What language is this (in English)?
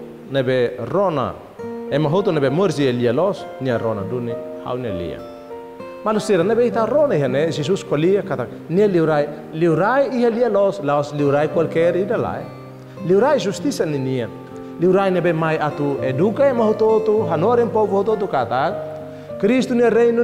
Tetum